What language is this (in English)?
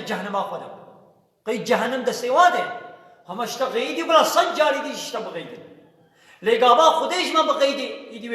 Kurdish